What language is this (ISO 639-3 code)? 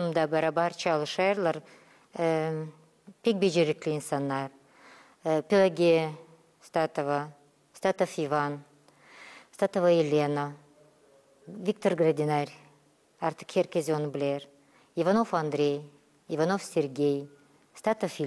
gag